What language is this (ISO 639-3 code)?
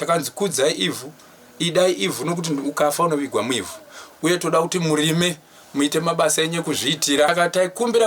sna